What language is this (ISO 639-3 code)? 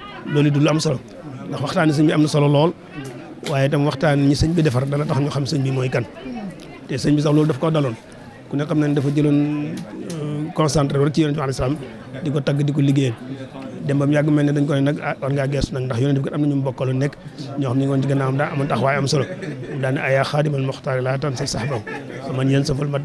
wol